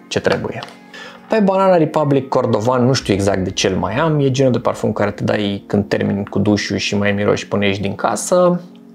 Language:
Romanian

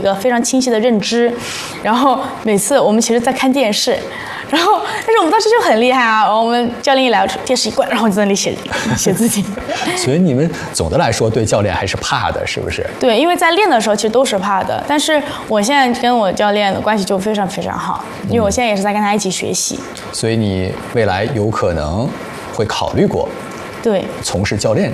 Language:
Chinese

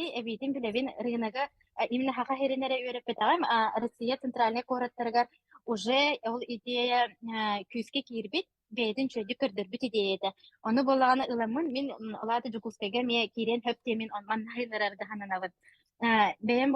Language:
Yakut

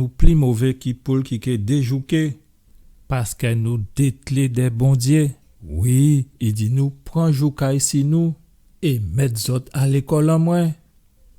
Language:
Guadeloupean Creole French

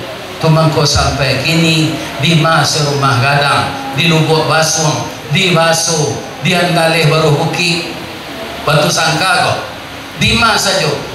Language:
Minangkabau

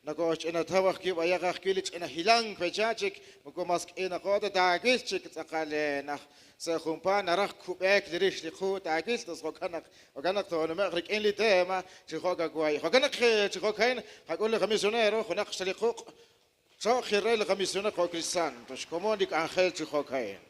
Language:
Kekchí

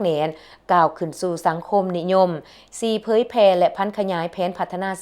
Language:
Lao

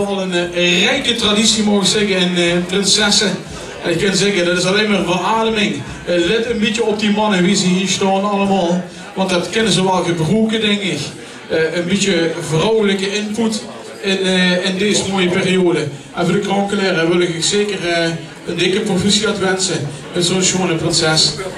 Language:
Limburgish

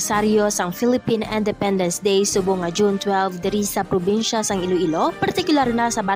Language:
Hiligaynon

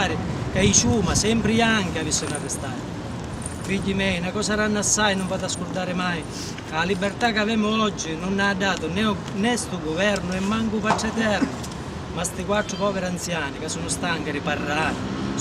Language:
Sicilian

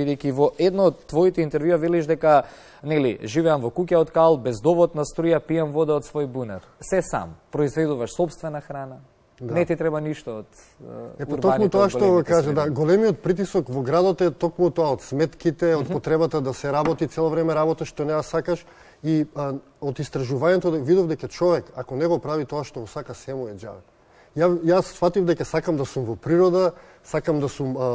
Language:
Macedonian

